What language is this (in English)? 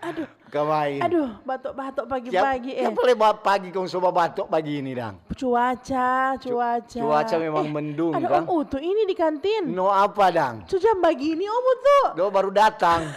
Manado Malay